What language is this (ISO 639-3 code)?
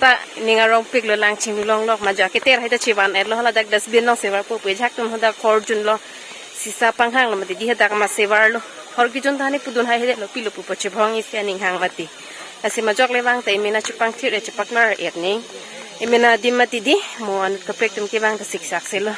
mjw